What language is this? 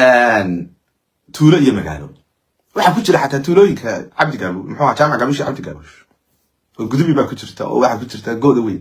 Somali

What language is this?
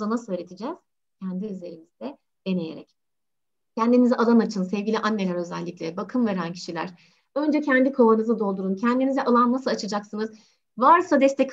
Turkish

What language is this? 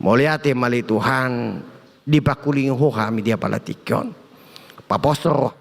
Batak Toba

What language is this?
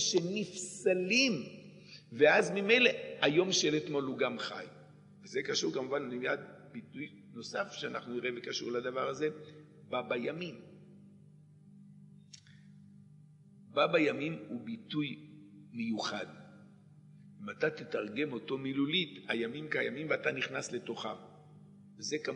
Hebrew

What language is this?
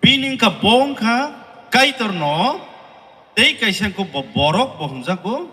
Kok Borok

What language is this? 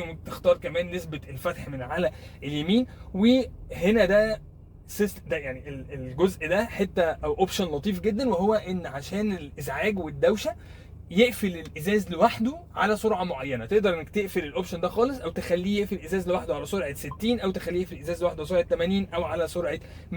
Egyptian Arabic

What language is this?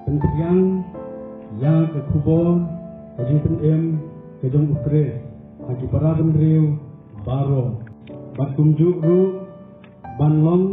Khasi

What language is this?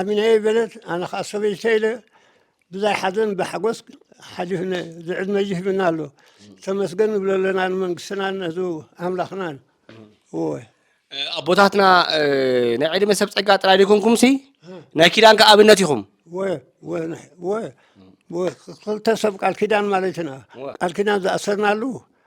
Tigrinya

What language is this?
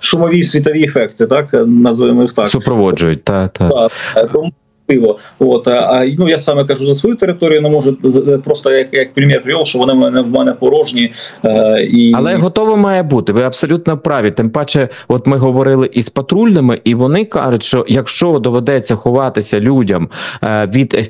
Ukrainian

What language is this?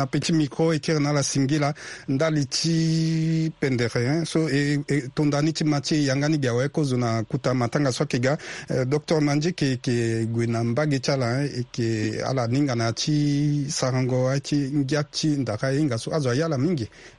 Sango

